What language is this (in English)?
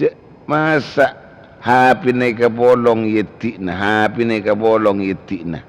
Madurese